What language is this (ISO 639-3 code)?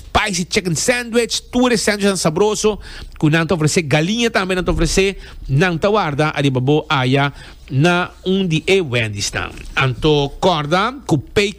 pap